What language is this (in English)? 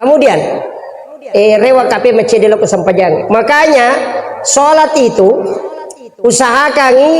Buginese